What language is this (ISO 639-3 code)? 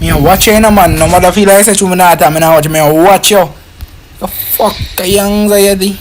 jam